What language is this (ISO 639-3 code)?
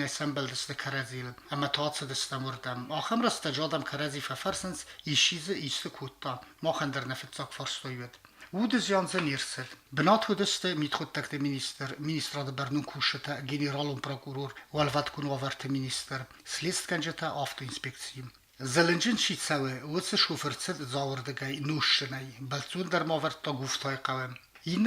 oss